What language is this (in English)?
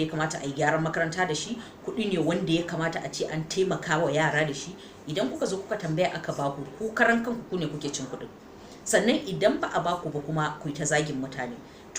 Hausa